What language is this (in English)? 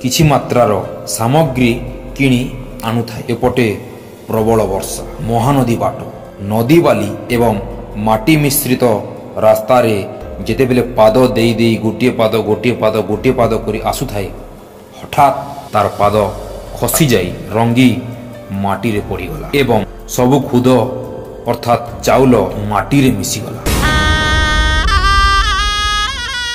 Odia